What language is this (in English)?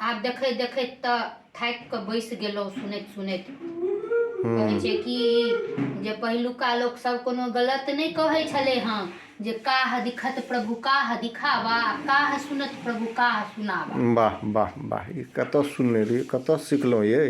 Maithili